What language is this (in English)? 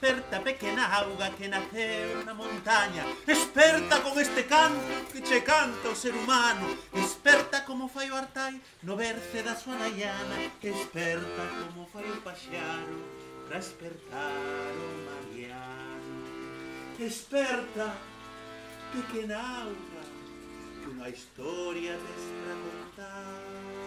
Galician